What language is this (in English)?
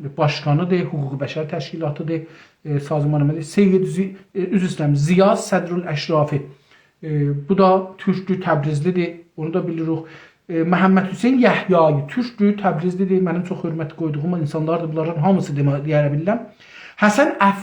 South Azerbaijani